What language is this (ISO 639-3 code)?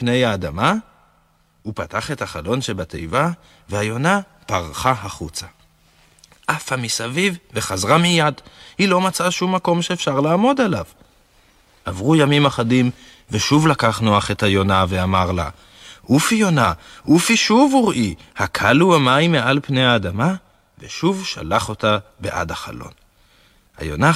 heb